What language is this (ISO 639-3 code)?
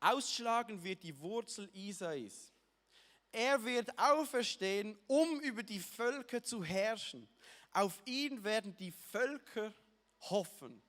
gsw